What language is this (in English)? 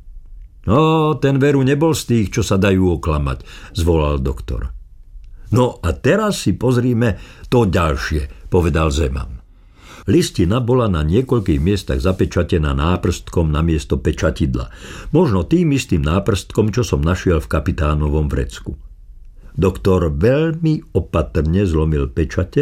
Slovak